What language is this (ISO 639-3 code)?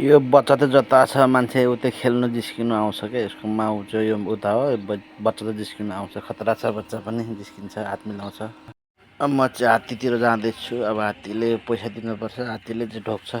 nep